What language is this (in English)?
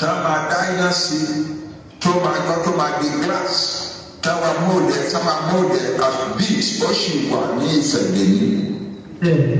Yoruba